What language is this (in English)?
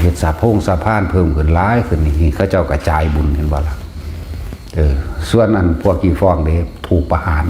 Northeastern Thai